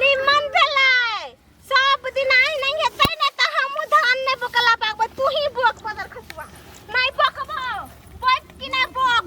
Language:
Maithili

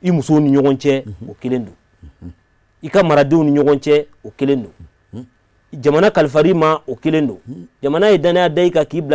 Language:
Bambara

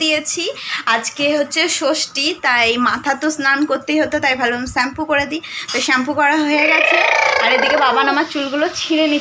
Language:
Bangla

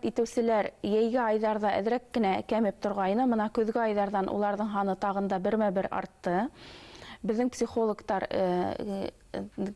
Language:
Bashkir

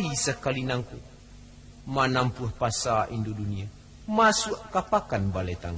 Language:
Minangkabau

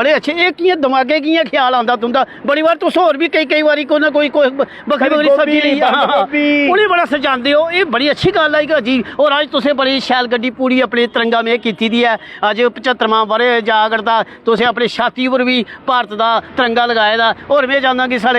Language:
Dogri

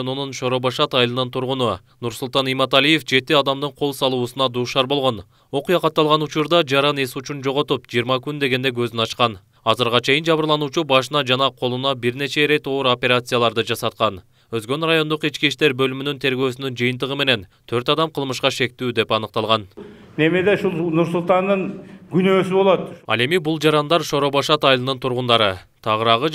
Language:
Kyrgyz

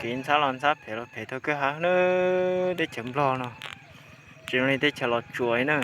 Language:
Hmong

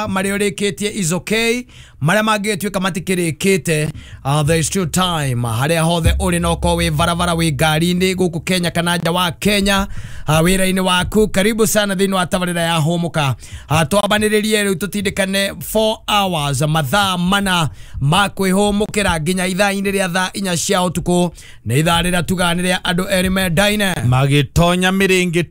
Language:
Kikuyu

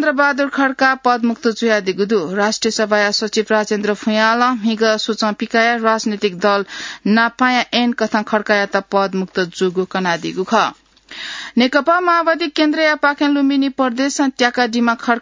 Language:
Newari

